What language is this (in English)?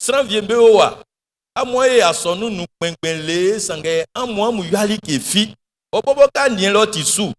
Baoulé